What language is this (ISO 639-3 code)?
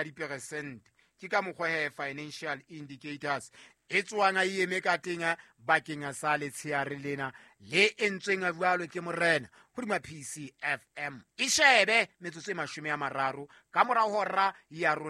sot